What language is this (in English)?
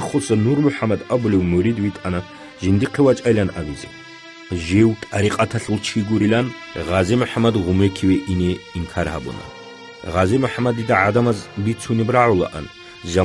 Avaric